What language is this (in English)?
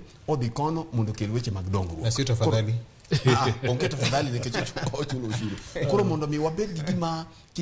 Luo (Kenya and Tanzania)